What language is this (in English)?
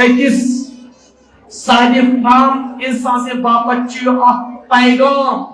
Kashmiri